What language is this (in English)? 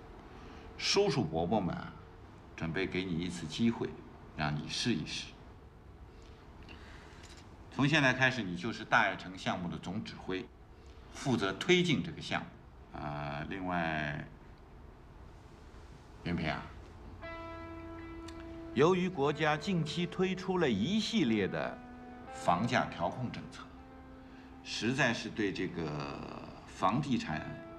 Chinese